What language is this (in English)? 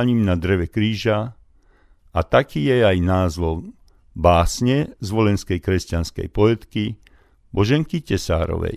Slovak